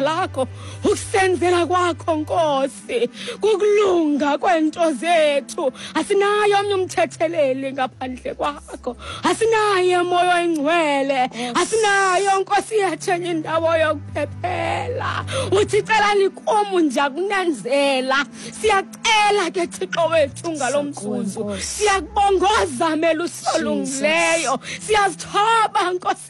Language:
Xhosa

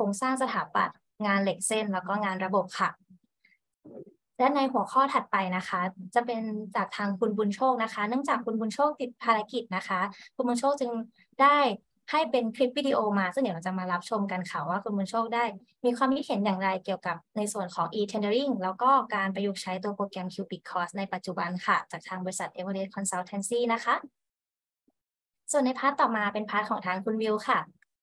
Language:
Thai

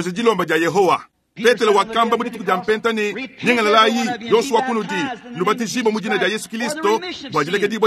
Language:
Luba-Lulua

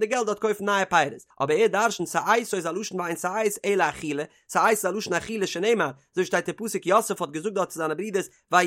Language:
Yiddish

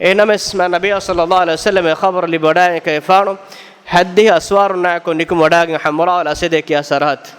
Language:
Divehi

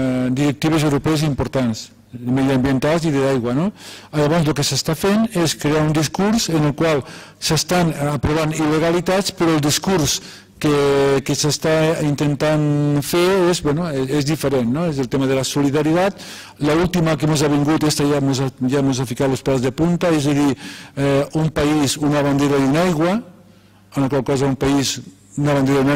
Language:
Catalan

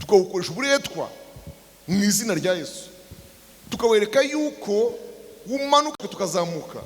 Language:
Kinyarwanda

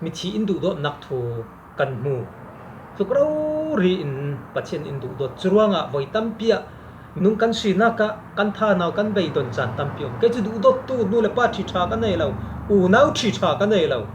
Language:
Falam Chin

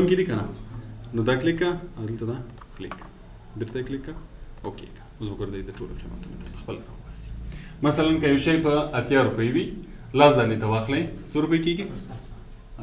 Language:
Pashto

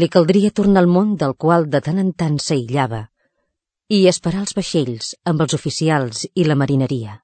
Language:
Catalan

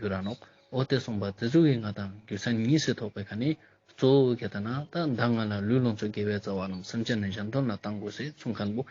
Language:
Ladakhi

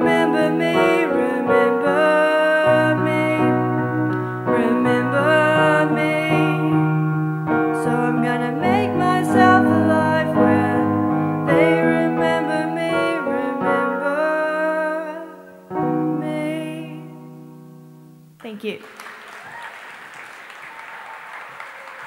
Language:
English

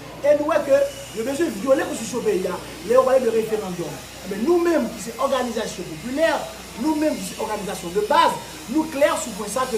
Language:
Haitian Creole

